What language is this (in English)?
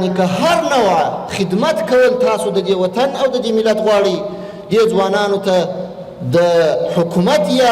Pashto